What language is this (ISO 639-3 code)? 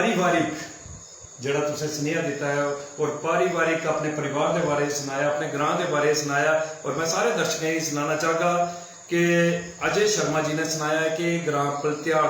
doi